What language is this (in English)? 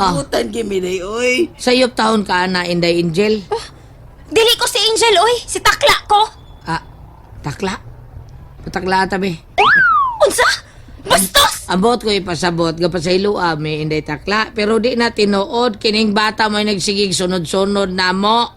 Cebuano